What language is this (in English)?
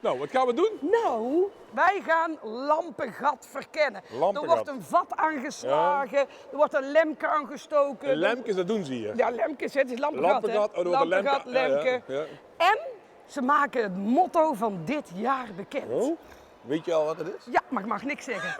Limburgish